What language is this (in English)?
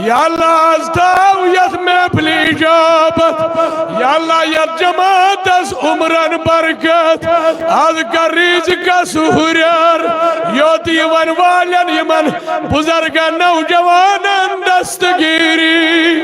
Kashmiri